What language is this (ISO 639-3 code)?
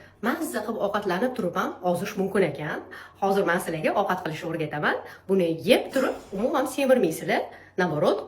uzb